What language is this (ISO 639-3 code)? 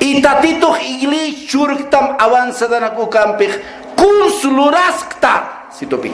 aym